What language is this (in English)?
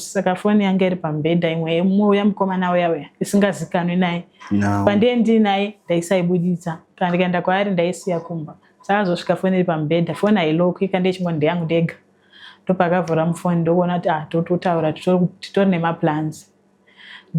Shona